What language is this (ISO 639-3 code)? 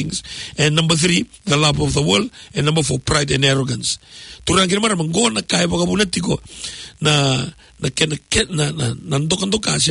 fij